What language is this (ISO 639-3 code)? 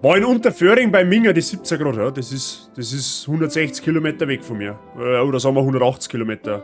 bar